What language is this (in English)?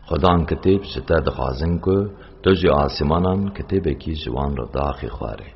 Kurdish